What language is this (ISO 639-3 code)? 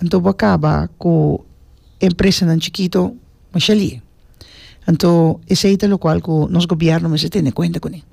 pap